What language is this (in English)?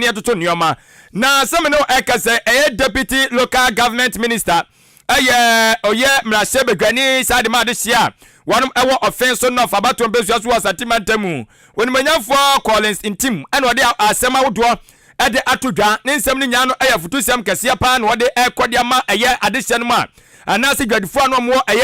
Akan